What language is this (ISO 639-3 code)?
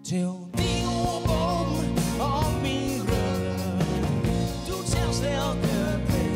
gos